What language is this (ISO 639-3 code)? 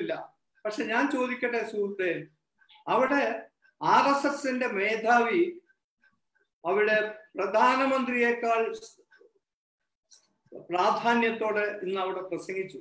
mal